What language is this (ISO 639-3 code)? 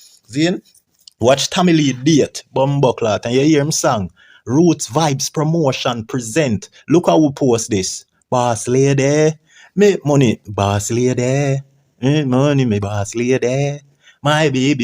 jam